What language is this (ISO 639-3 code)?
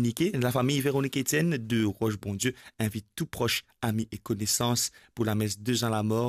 mfe